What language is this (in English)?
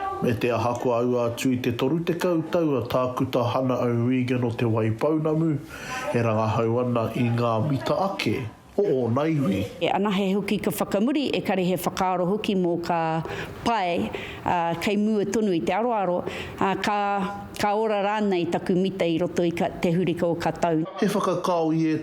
Māori